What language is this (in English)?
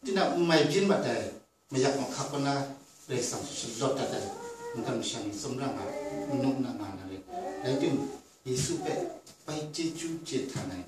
Kachin